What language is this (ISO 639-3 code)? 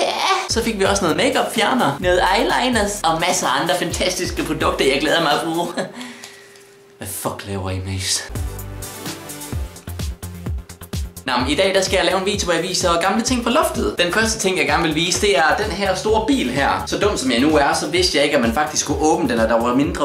dan